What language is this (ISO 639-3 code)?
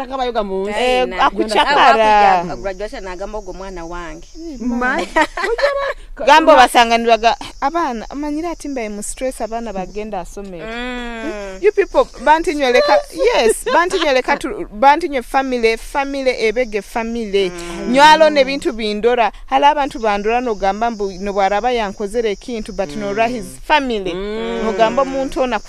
nyo